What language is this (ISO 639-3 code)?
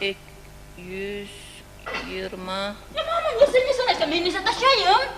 kum